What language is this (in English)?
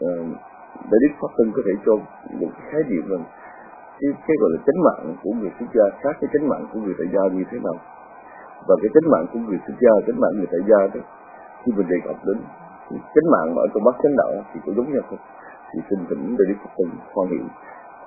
Vietnamese